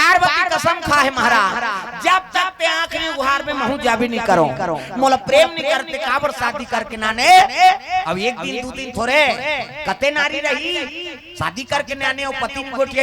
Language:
Chhattisgarhi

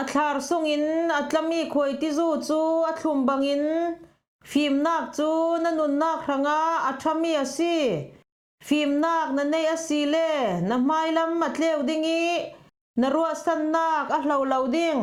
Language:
Falam Chin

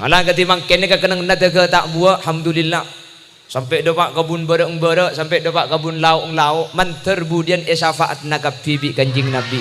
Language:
Madurese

